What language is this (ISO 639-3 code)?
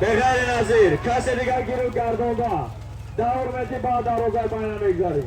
tgk